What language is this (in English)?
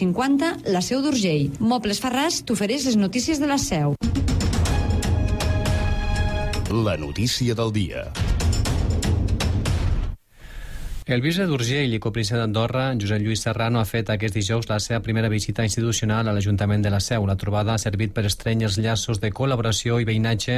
Catalan